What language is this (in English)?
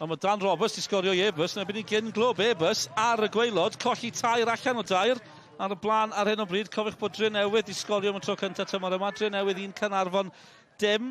Welsh